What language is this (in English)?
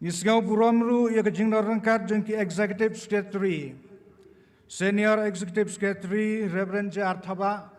Khasi